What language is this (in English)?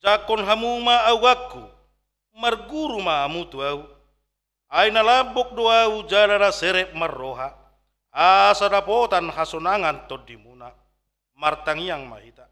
Batak Toba